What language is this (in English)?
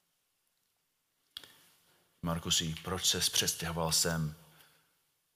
Czech